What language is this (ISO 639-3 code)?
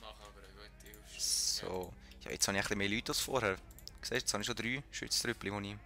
gsw